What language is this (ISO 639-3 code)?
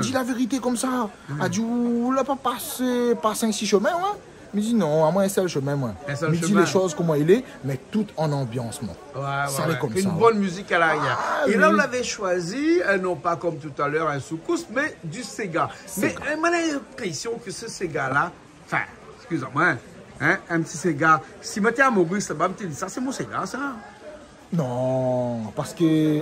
rcf